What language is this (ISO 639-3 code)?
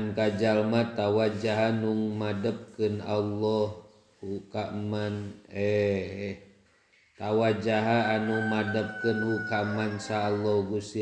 sun